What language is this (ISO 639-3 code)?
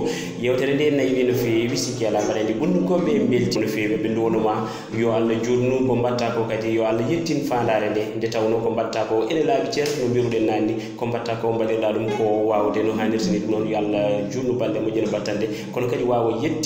ful